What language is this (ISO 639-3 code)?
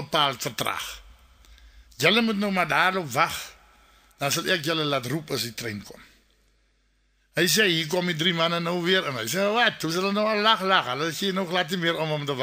afr